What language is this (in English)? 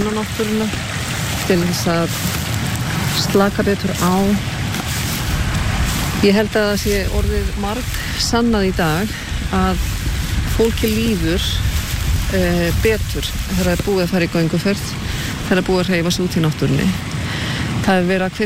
Icelandic